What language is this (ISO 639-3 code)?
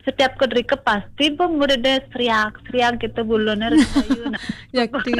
ban